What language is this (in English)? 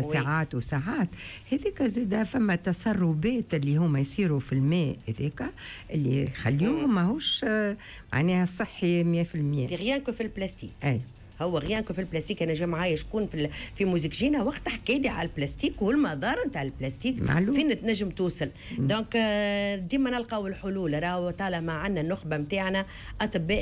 Tunisian Arabic